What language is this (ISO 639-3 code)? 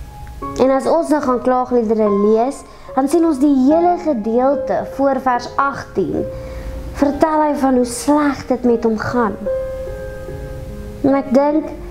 afr